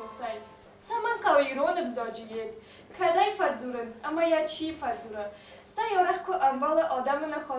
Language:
Ossetic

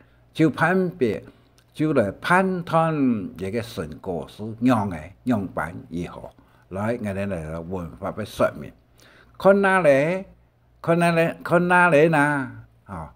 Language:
Hakka Chinese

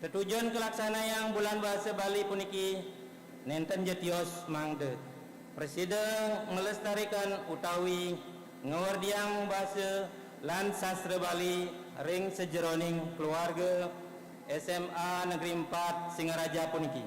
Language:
Balinese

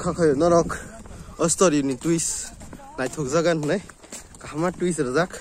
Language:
Kok Borok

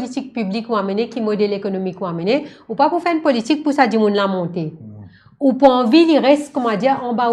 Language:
Morisyen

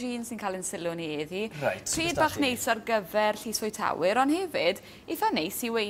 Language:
Welsh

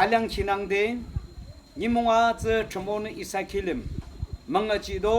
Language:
Yimchungru Naga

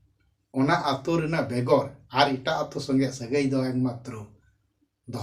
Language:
Santali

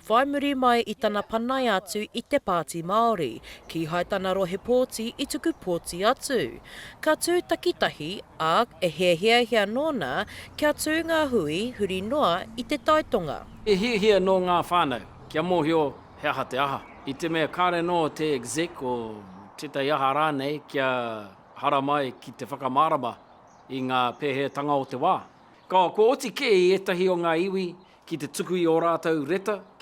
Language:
Māori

